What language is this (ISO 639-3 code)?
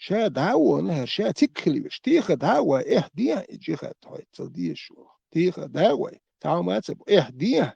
che